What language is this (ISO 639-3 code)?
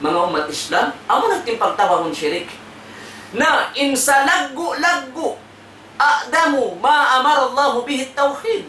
tsg